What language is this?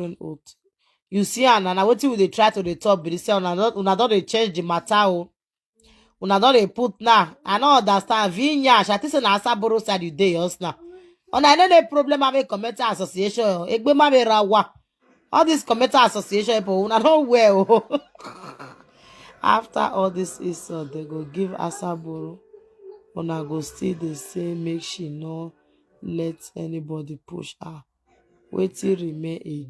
Nigerian Pidgin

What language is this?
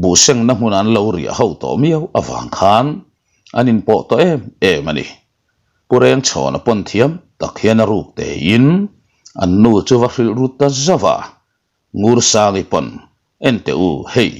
Mizo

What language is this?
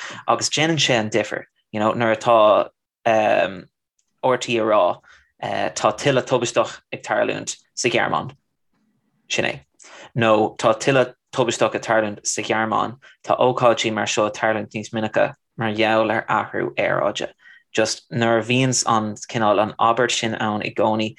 Irish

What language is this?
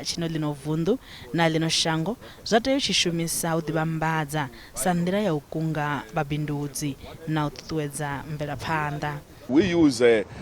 Venda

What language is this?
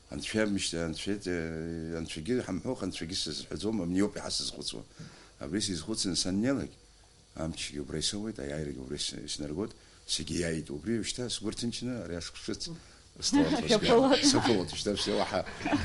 Abkhazian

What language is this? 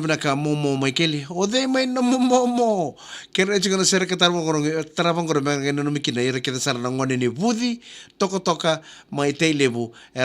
Fijian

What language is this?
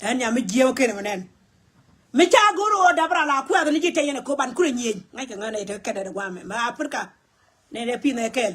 Nuer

